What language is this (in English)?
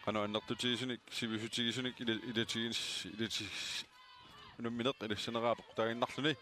Kalaallisut